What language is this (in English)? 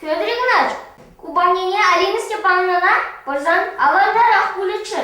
Chuvash